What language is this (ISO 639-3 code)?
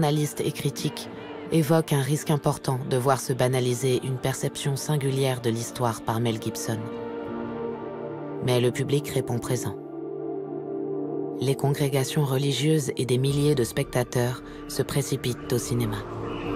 fra